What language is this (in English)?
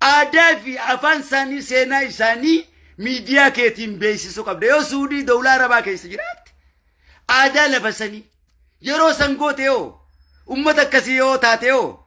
Oromo